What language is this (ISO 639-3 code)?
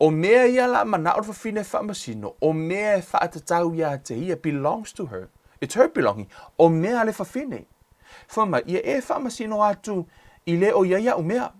smo